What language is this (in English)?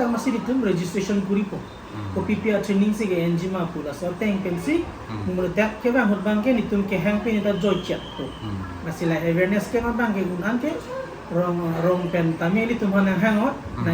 Karbi